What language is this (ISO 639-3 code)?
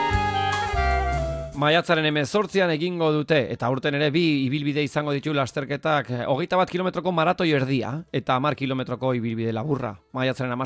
eus